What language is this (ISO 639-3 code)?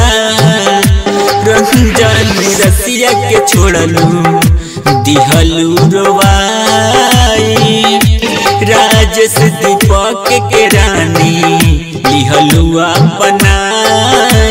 bho